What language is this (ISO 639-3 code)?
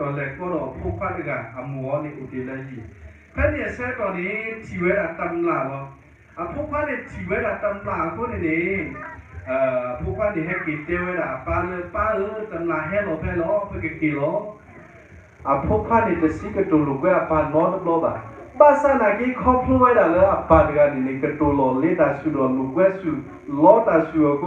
ksw